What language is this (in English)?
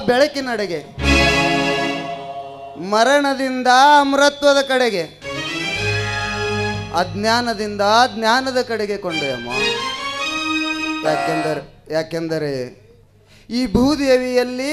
Kannada